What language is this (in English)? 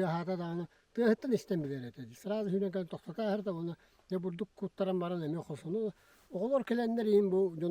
Yakut